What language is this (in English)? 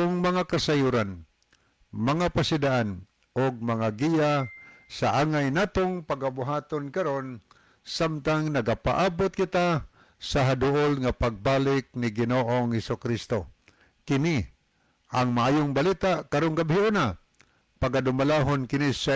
Cebuano